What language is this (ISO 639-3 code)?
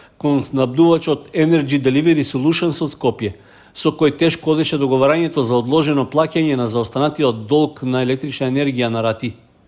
mkd